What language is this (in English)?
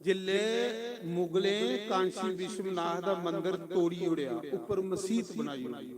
Dogri